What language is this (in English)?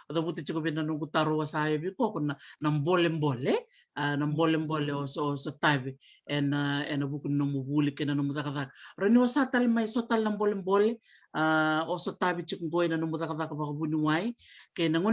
Fijian